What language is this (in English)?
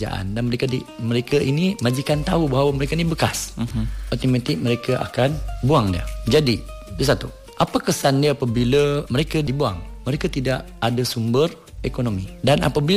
Malay